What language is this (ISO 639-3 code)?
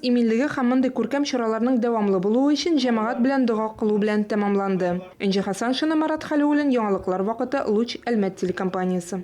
tat